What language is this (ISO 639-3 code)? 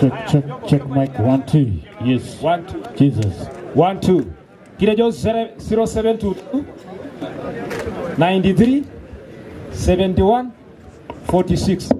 mas